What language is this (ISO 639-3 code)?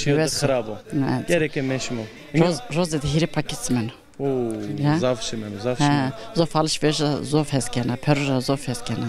zza